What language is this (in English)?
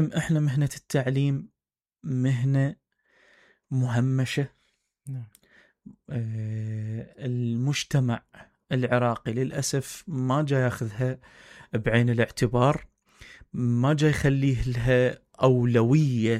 Mesopotamian Arabic